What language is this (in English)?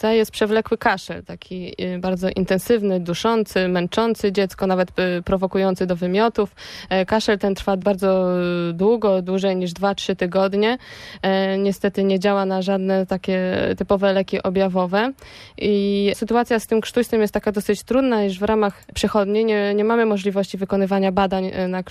Polish